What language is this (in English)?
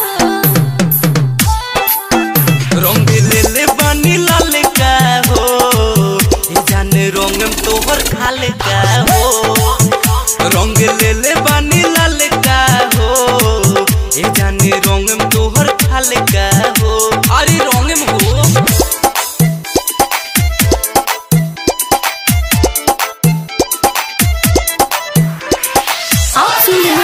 Bhojpuri